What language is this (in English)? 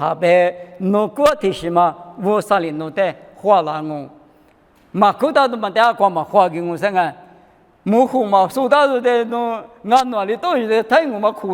Lisu